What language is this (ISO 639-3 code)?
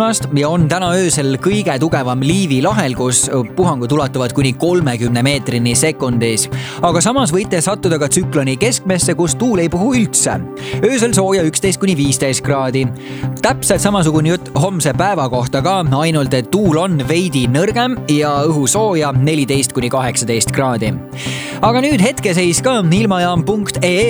est